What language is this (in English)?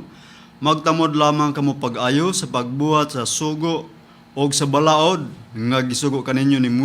Cebuano